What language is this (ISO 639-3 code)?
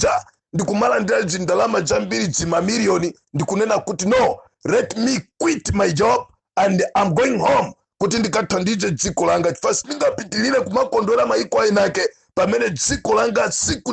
nya